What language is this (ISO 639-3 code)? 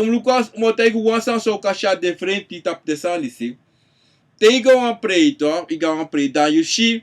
srn